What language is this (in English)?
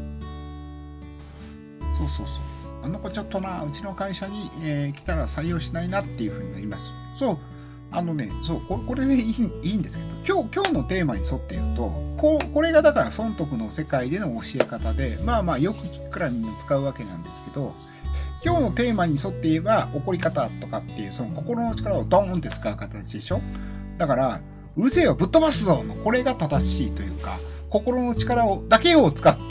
Japanese